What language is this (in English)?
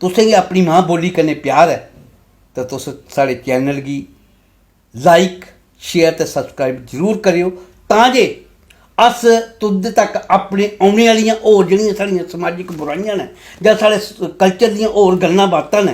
Dogri